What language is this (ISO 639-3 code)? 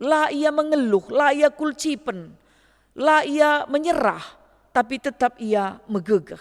btx